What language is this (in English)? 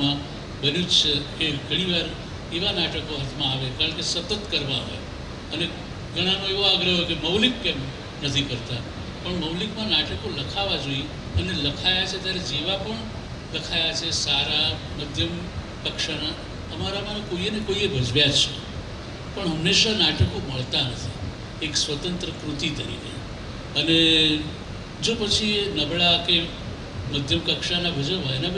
Gujarati